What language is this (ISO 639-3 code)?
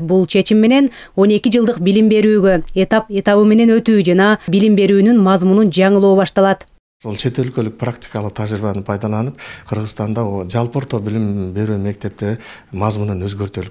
kir